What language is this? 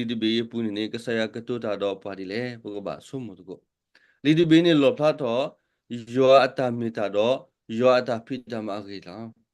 S'gaw Karen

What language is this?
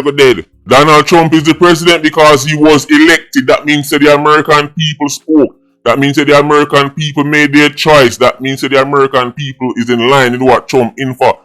Jamaican Creole English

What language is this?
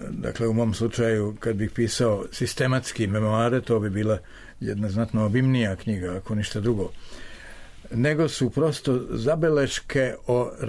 Serbian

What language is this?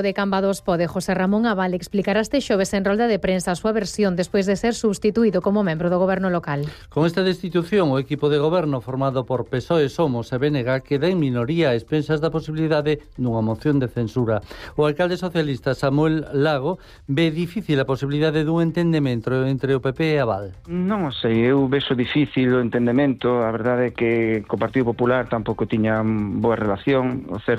Galician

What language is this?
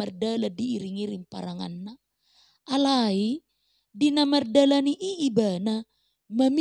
Batak Toba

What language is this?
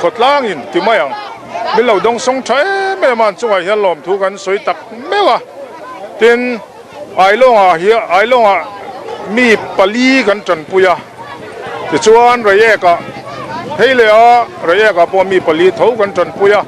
Mizo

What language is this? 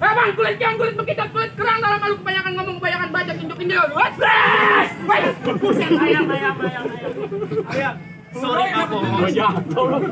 Betawi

